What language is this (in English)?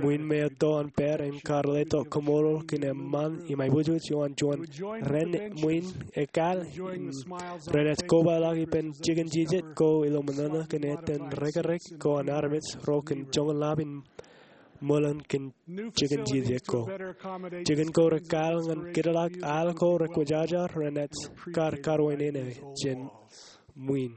Marshallese